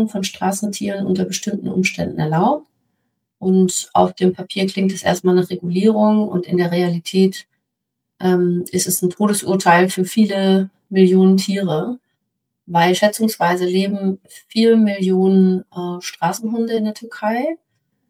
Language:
German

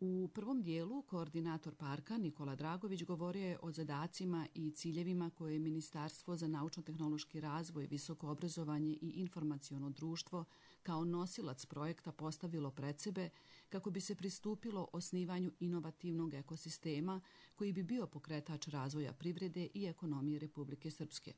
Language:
Serbian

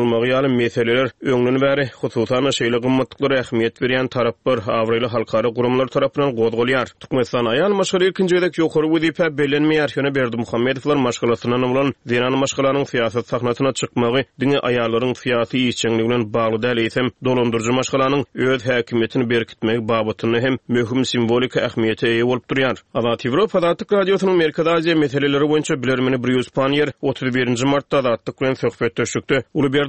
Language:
Turkmen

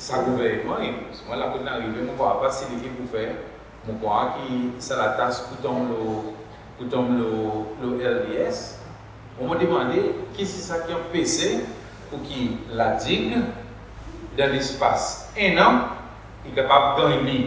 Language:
Seselwa Creole French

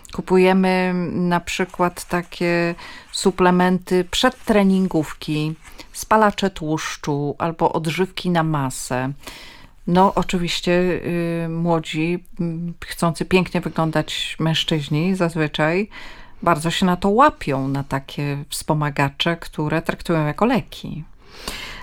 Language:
Polish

